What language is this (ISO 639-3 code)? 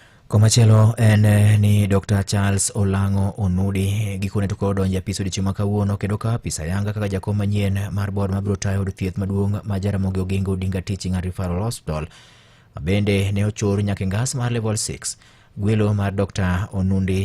luo